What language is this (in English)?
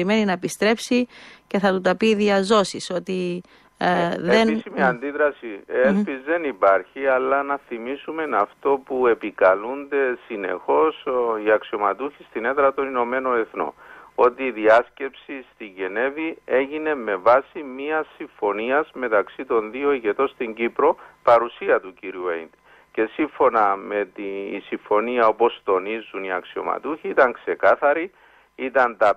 Greek